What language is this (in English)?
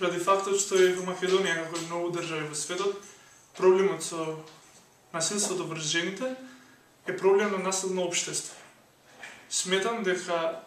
Macedonian